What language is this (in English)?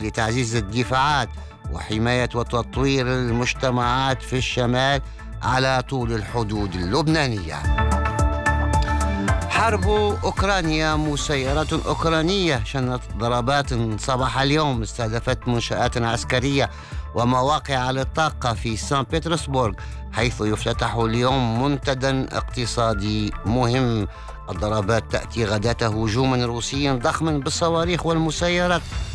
Arabic